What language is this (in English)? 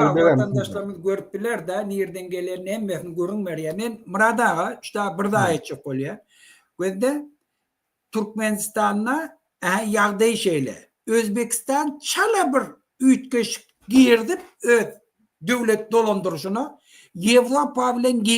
Turkmen